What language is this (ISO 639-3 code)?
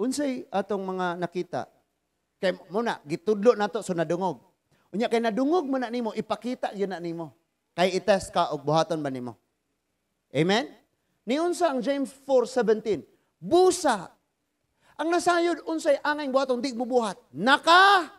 ceb